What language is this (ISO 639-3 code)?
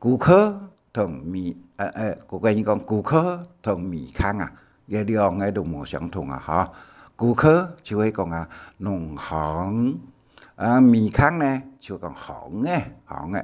hak